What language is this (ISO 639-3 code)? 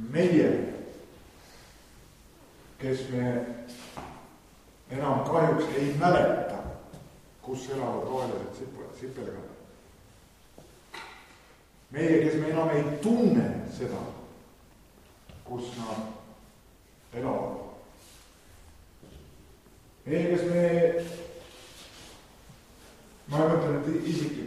est